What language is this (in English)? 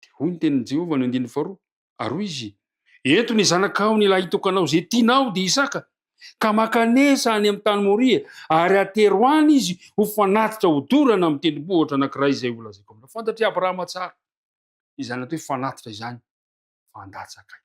Malagasy